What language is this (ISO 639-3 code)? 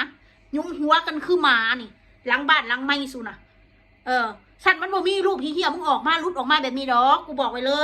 tts